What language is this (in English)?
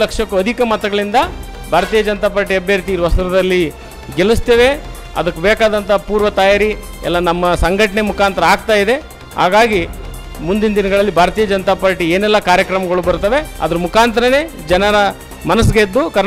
Kannada